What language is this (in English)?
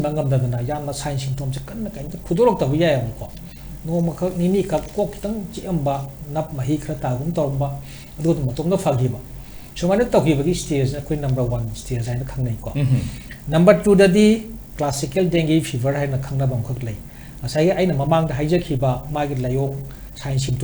Manipuri